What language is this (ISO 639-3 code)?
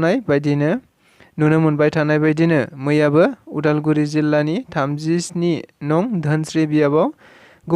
brx